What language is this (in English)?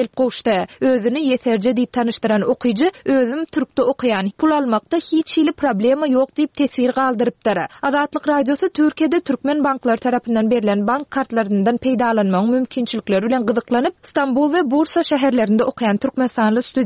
Turkmen